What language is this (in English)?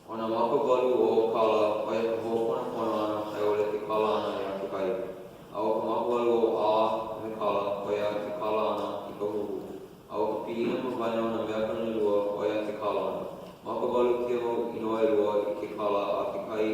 Hawaiian